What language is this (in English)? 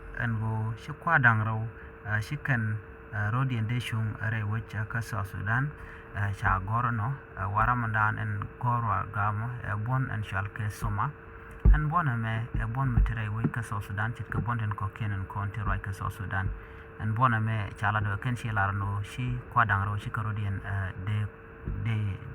Nuer